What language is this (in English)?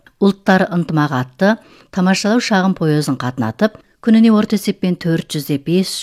Kazakh